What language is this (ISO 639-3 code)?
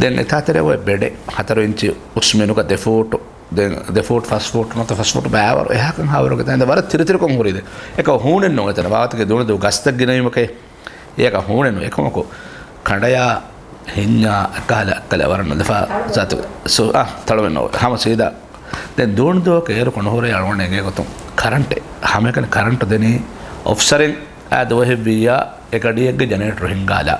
div